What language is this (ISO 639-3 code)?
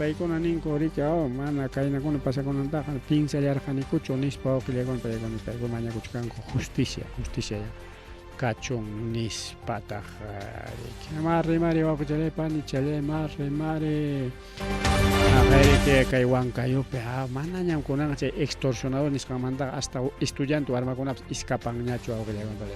quy